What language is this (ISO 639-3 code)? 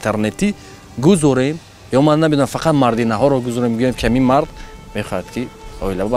tgk